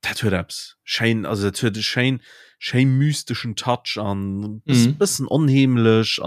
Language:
Luxembourgish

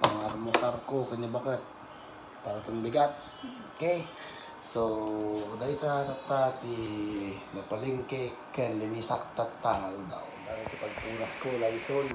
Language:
Iloko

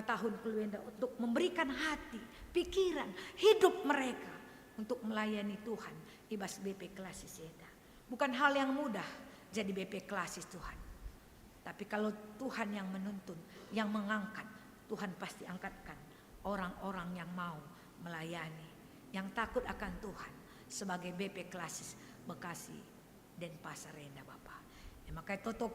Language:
Batak Karo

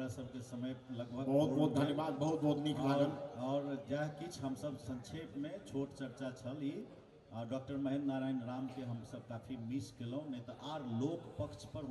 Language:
Maithili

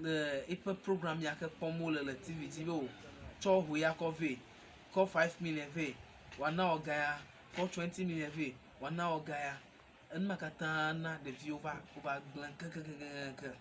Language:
Ewe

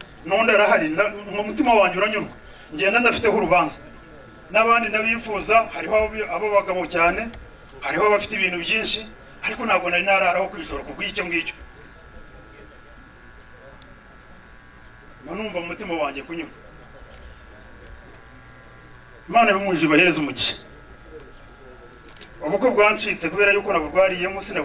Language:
Kinyarwanda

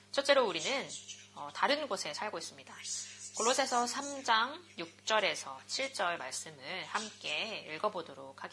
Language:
Korean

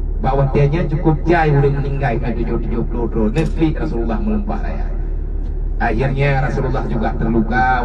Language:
Achinese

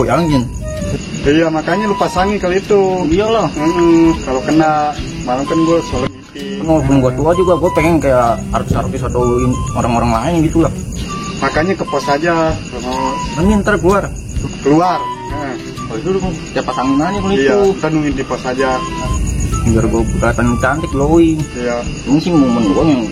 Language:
Betawi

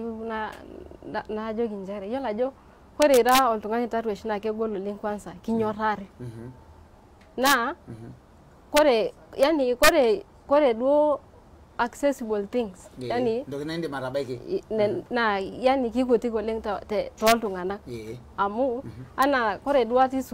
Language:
Masai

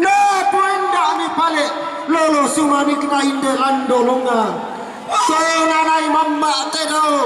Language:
Toraja-Sa'dan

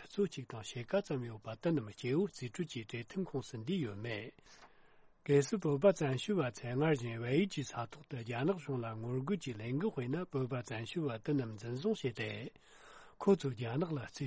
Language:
Tibetan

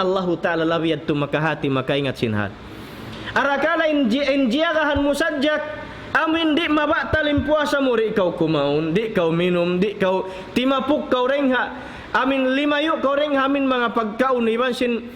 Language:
Tausug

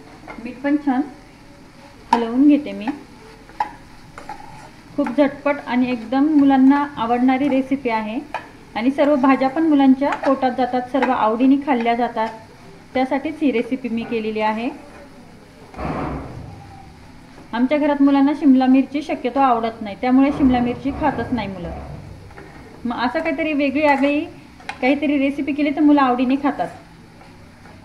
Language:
Marathi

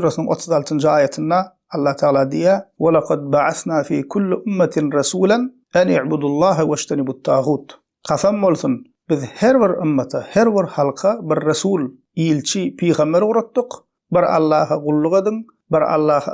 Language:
Turkmen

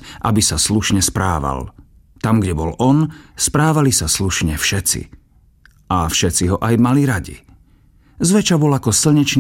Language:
Slovak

